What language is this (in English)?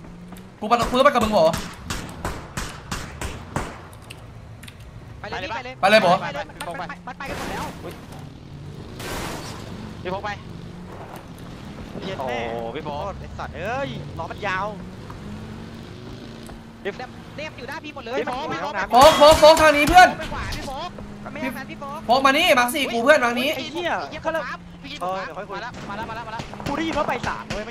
Thai